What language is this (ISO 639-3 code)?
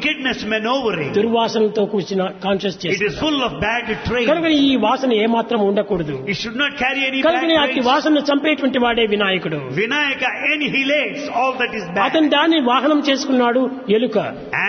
tel